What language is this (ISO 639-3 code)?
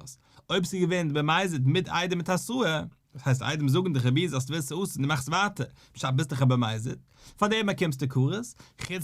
yid